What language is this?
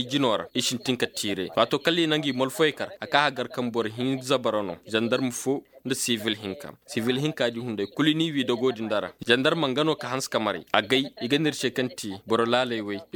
Koyraboro Senni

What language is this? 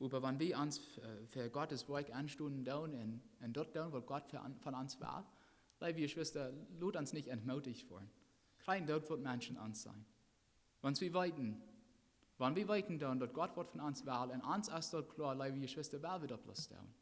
Plautdietsch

